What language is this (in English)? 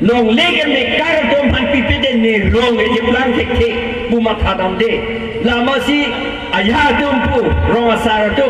Karbi